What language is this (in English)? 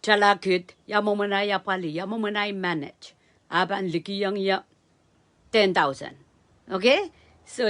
Pohnpeian